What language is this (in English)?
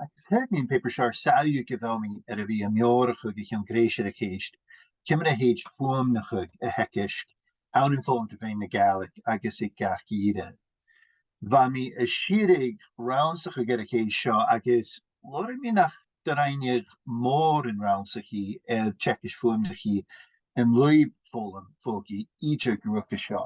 Scottish Gaelic